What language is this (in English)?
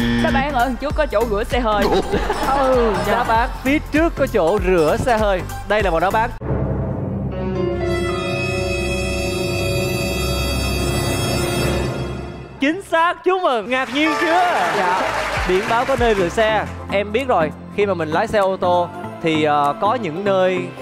Vietnamese